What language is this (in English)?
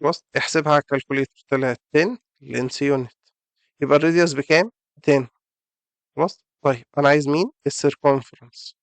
Egyptian Arabic